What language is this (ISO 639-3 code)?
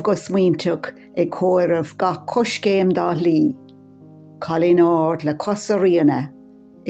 gle